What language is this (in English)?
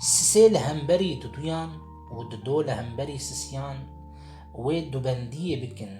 Kurdish